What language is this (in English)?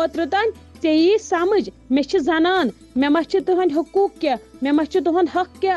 Kashmiri